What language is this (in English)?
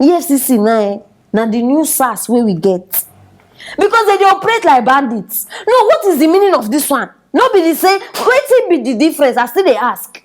Nigerian Pidgin